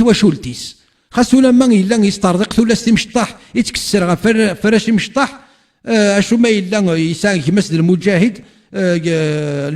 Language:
Kabyle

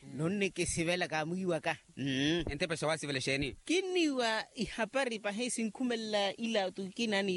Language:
Makhuwa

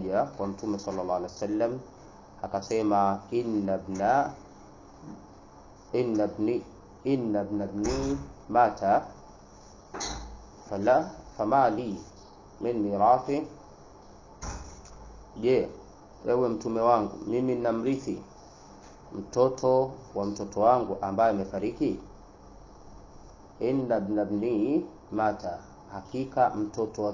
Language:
Swahili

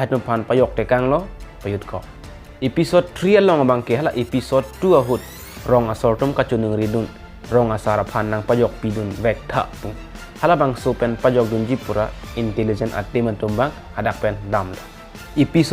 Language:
Karbi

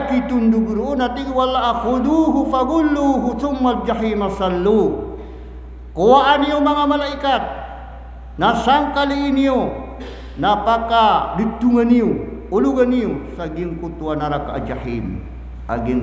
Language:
Maranao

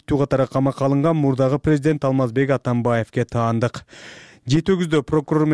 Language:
Kyrgyz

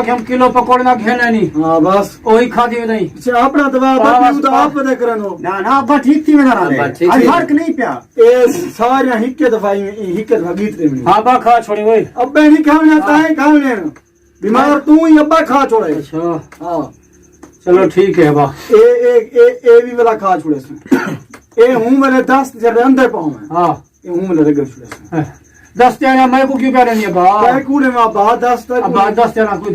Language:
Saraiki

